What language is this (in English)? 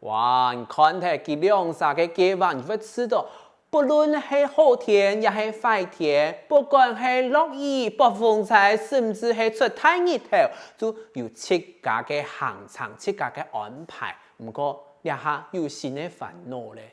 Hakka Chinese